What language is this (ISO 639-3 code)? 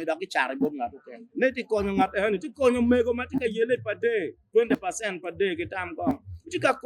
ach